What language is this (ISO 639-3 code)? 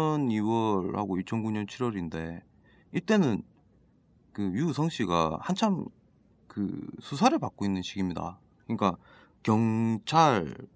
kor